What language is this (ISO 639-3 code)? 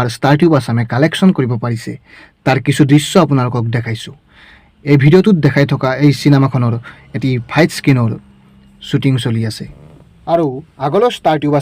asm